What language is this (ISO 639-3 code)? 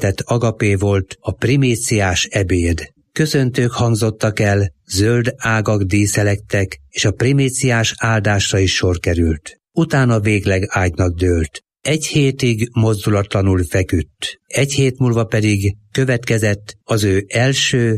hun